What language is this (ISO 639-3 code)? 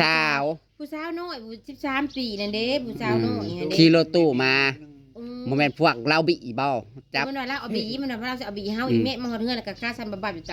tts